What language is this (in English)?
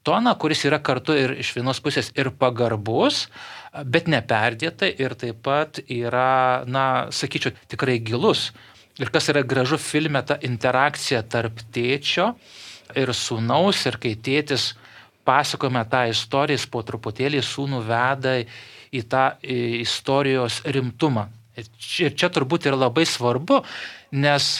Lithuanian